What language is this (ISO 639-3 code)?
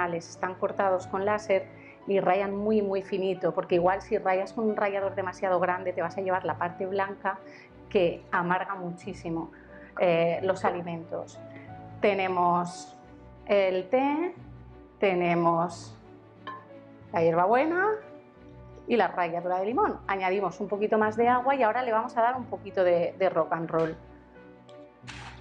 spa